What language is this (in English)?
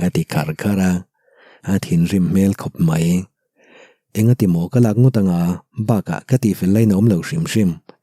Mizo